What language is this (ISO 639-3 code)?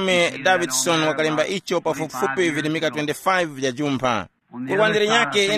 tum